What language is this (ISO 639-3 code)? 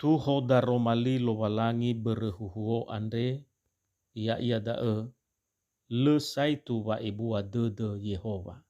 nia